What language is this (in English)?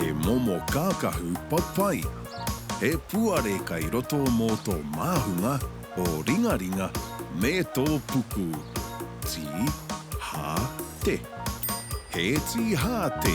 Māori